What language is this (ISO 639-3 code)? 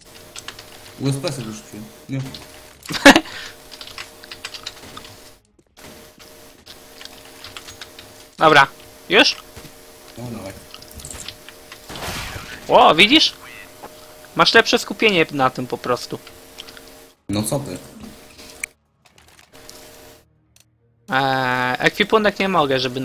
pol